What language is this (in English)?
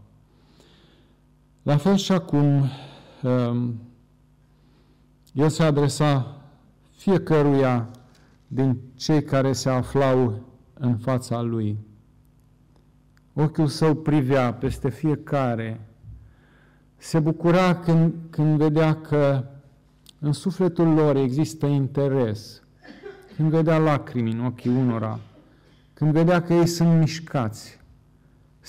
Romanian